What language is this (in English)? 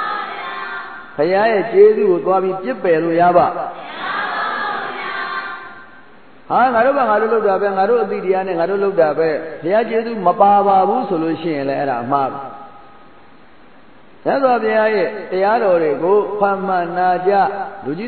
Burmese